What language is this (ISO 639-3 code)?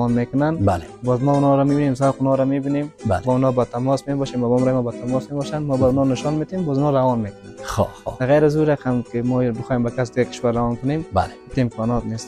fas